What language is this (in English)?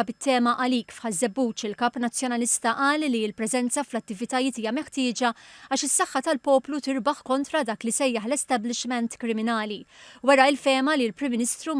Maltese